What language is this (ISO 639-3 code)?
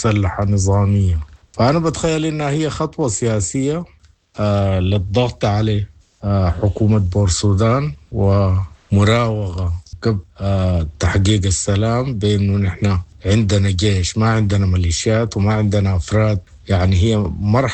apd